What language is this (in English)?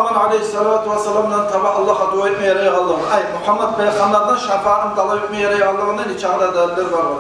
Kumyk